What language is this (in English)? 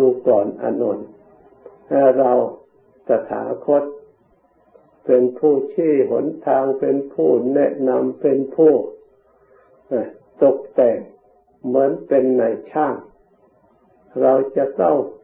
Thai